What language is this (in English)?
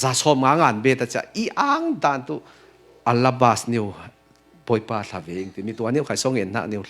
Falam Chin